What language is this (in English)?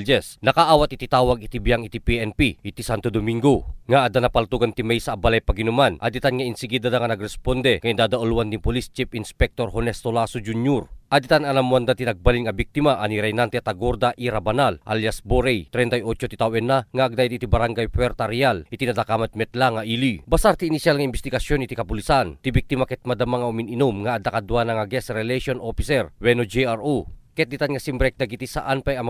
Iloko